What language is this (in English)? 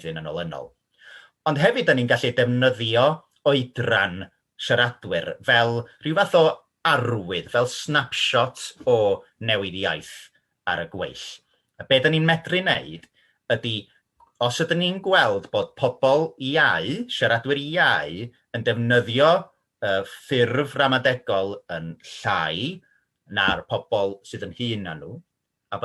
Welsh